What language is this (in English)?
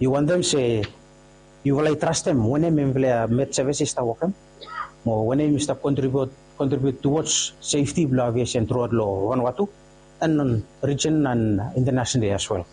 Bislama